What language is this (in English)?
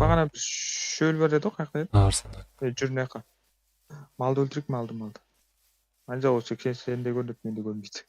Kara-Kalpak